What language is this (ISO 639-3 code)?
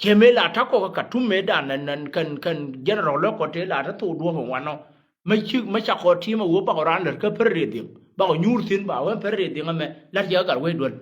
nus